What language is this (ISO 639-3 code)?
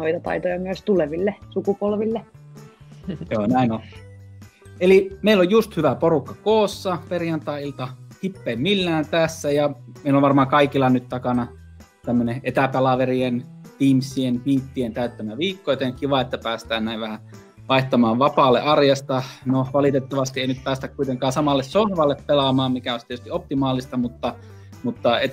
fin